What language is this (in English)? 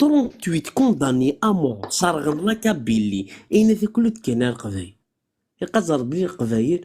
Kabyle